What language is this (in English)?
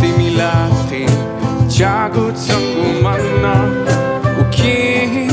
Newari